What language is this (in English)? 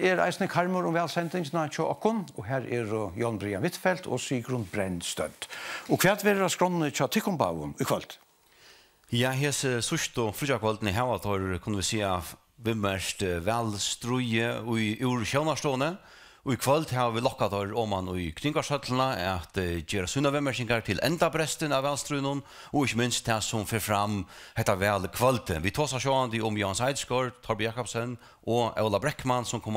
Faroese